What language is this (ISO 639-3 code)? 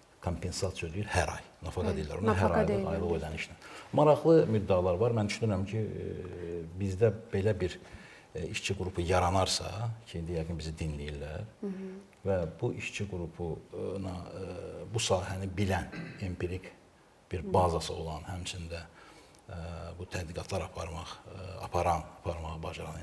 aze